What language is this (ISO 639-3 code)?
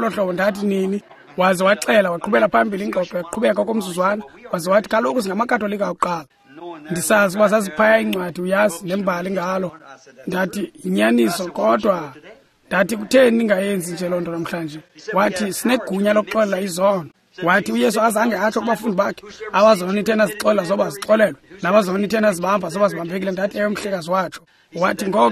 xho